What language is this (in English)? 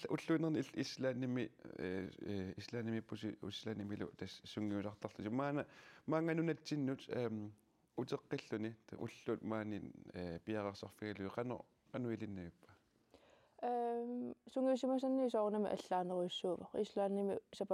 Kalaallisut